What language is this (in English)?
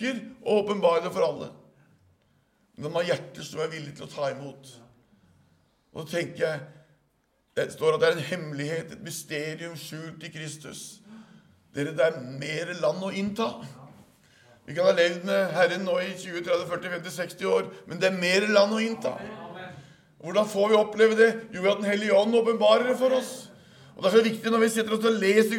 Norwegian